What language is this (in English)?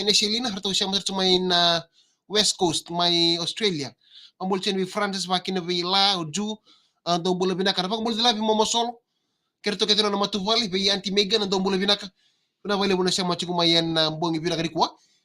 Fijian